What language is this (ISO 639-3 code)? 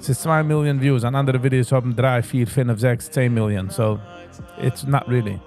yid